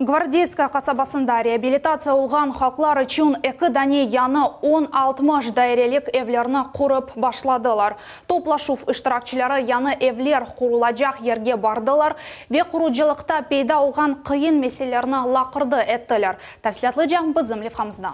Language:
Crimean Tatar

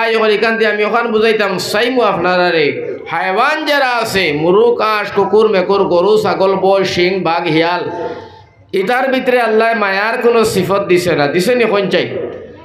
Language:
Sylheti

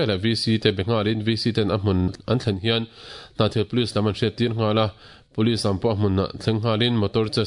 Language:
Mizo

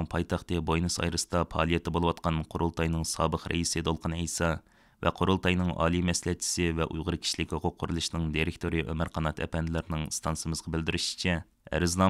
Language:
Uyghur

